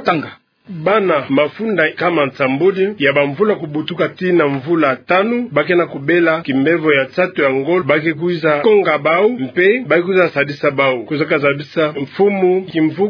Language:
Kituba (Democratic Republic of Congo)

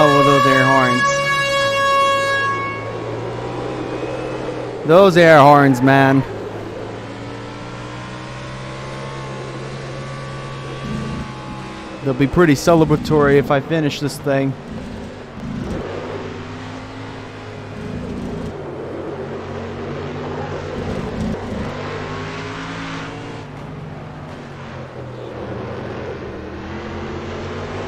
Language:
English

